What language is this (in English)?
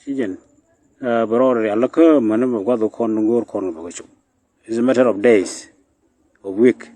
Nuer